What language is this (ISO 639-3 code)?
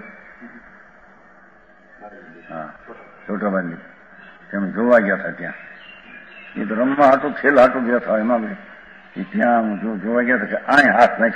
guj